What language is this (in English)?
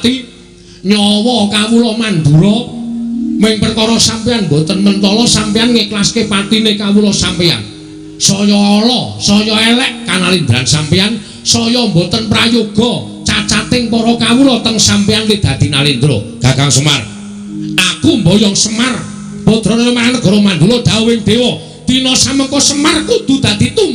Javanese